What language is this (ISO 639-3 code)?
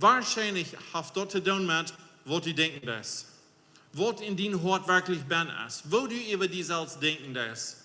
pdt